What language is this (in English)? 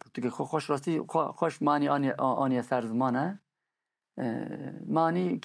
Kurdish